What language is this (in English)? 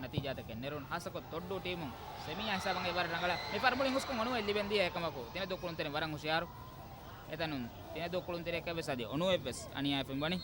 Divehi